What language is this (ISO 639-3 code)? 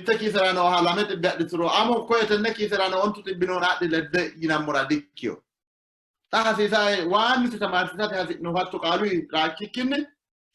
sid